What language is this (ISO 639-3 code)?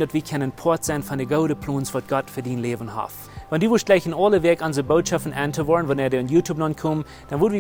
pdt